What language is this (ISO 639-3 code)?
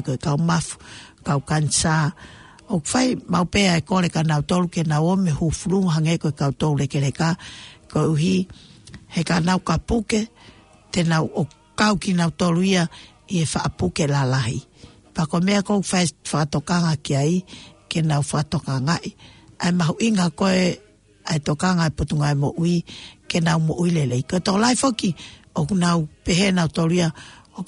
ton